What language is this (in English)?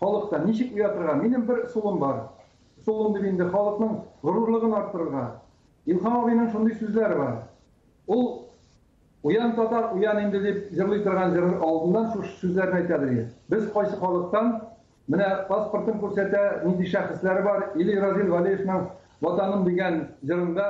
Tatar